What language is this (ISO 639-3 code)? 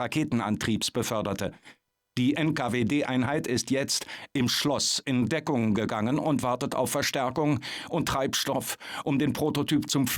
bar